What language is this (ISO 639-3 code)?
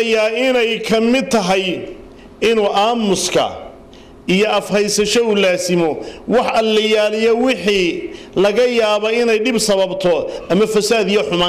som